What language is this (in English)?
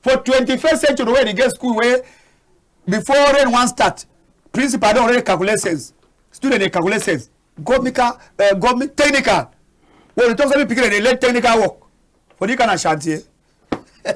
Cameroon Pidgin